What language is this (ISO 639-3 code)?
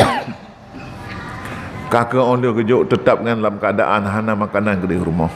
ace